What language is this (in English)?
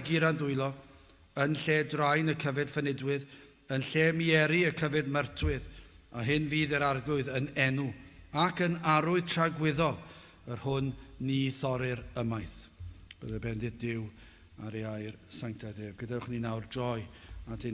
Welsh